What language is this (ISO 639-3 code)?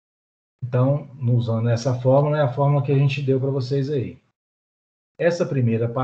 por